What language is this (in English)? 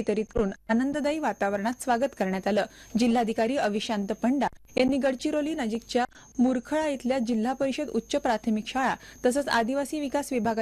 Marathi